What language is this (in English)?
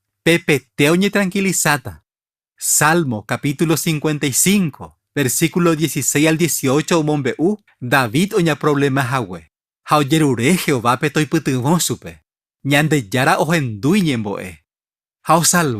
Guarani